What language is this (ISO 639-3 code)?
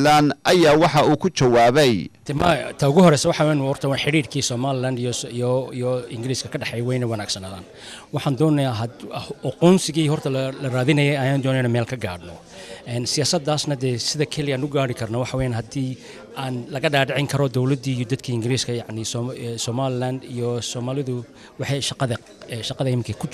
som